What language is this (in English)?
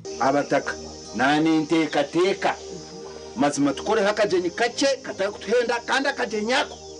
Nyankole